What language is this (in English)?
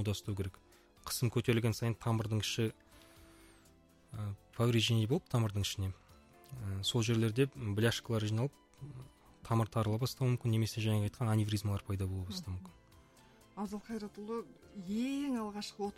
Kazakh